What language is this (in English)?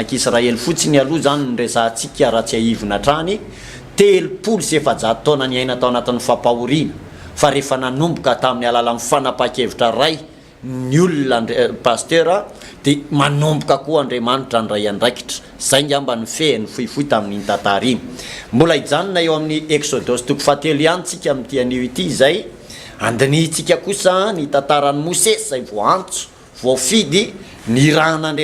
Malagasy